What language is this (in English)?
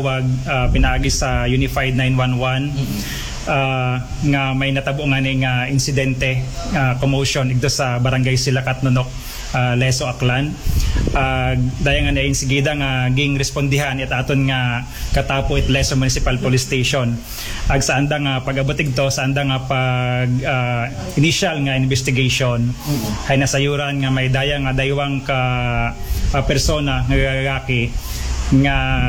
Aklanon